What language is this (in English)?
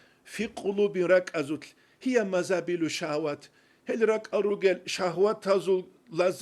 Avaric